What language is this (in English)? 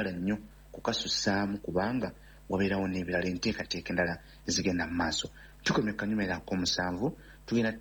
Ganda